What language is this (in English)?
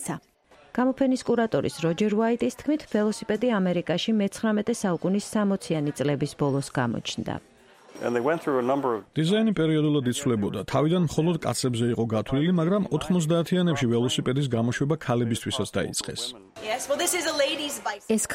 Georgian